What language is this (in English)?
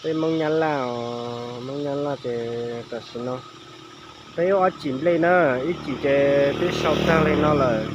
Hmong